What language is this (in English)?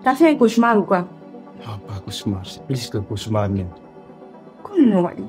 Pular